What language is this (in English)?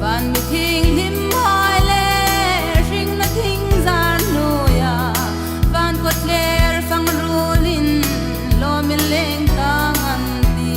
Hmar